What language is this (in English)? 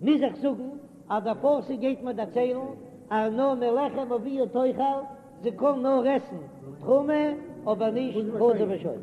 Yiddish